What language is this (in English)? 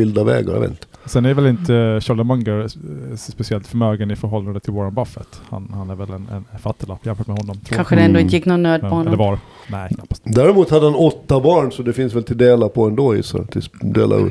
Swedish